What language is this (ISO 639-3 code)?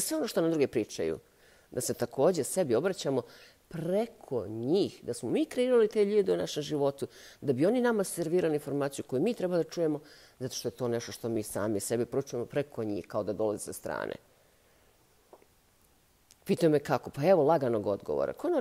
bos